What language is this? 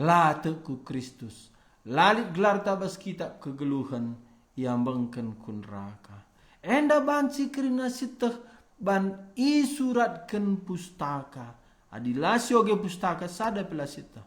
Batak Karo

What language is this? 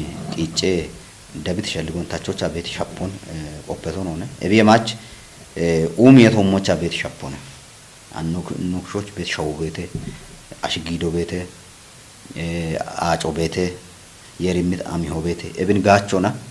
Kafa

